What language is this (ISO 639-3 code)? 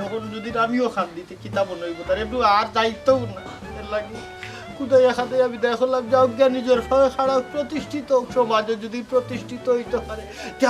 syl